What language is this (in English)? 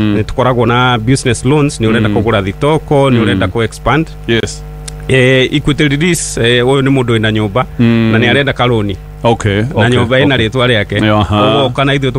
Kikuyu